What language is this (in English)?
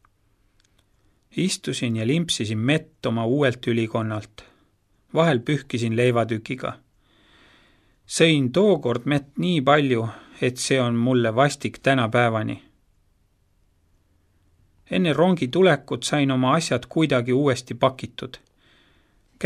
Estonian